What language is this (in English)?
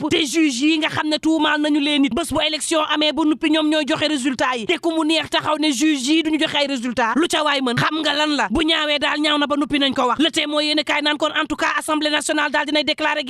Wolof